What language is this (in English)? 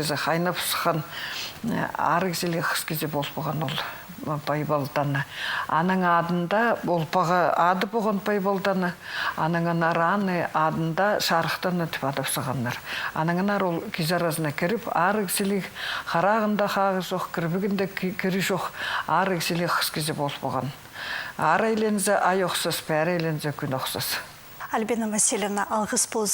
Khakas